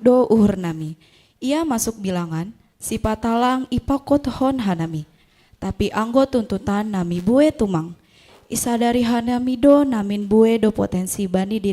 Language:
Batak Simalungun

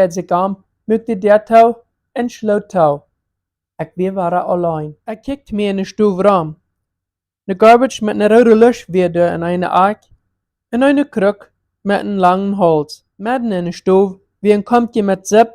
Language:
Plautdietsch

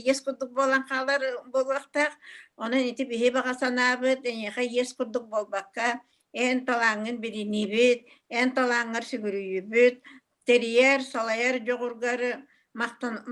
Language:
Yakut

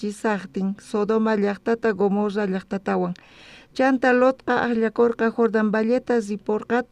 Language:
South Bolivian Quechua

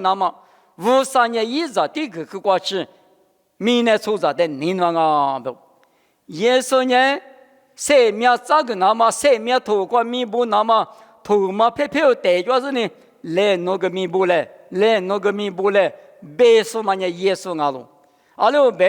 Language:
Lisu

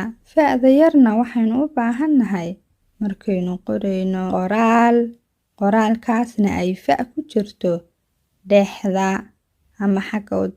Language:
Somali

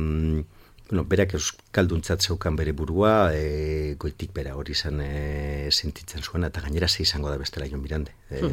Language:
Basque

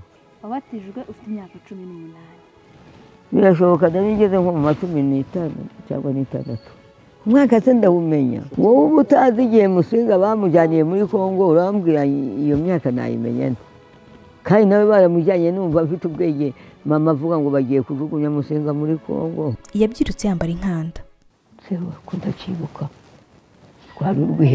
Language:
Kinyarwanda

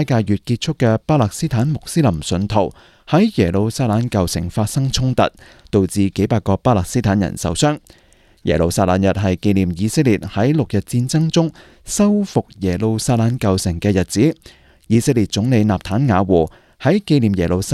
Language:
Cantonese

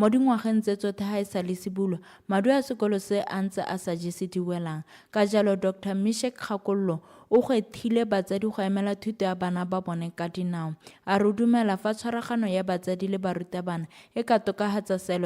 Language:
Tswana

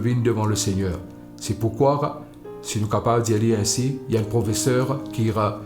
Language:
Morisyen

